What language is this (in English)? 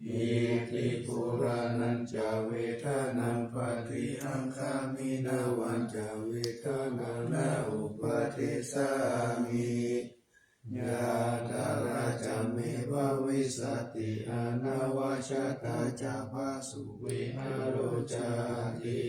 Pali